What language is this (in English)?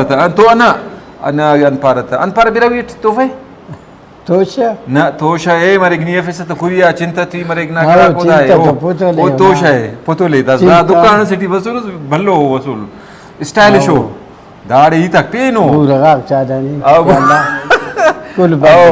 Brahui